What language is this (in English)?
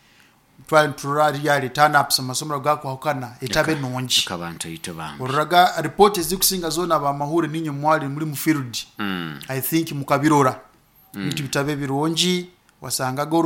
Nyoro